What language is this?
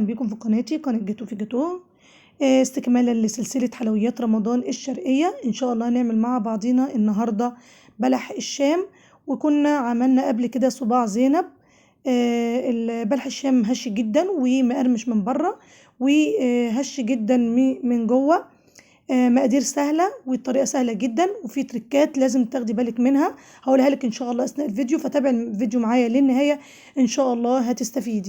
Egyptian Arabic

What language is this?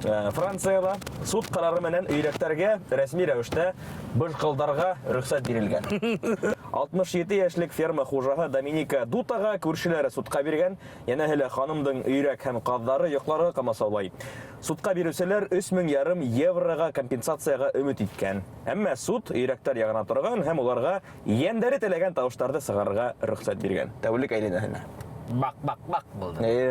Bashkir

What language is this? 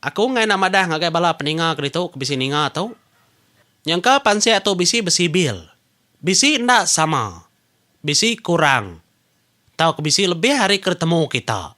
Iban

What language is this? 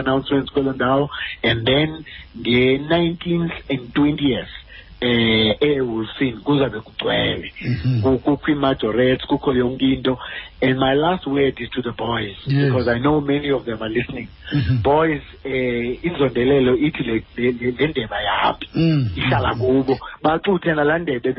Xhosa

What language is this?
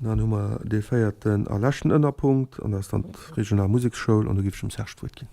Luxembourgish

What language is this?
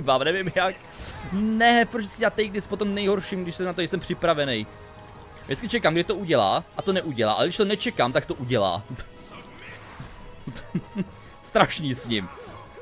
Czech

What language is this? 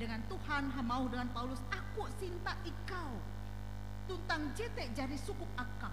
Ngaju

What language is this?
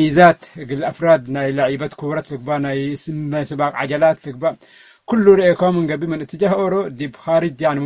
Tigre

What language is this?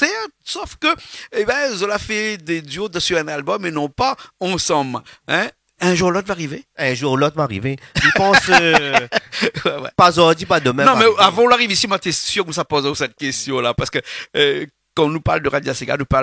Réunion Creole French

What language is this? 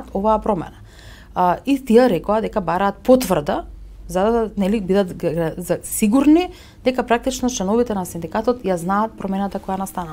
Macedonian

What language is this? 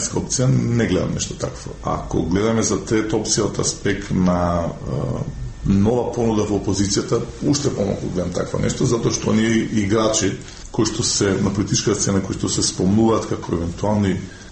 Macedonian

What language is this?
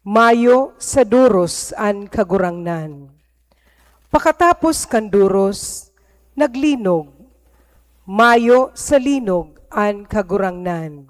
Bikol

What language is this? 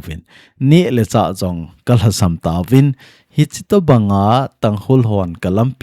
Thado Chin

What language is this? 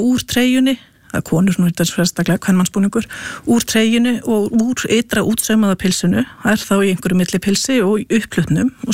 Icelandic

